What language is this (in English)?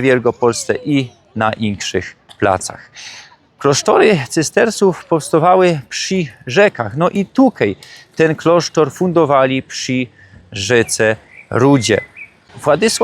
Silesian